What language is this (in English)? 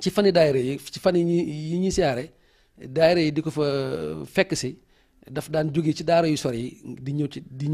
Wolof